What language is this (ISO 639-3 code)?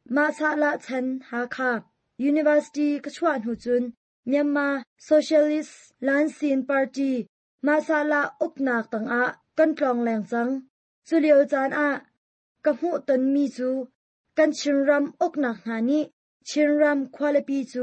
cnh